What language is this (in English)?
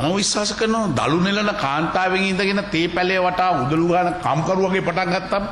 Sinhala